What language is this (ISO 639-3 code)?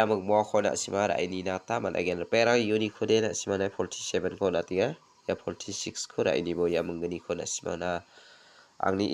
grt